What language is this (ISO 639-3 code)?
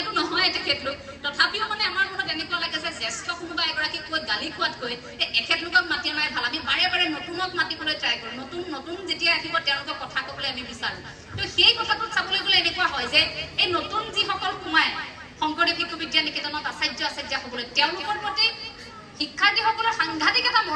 asm